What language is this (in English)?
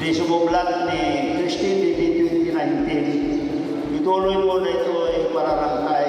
Iloko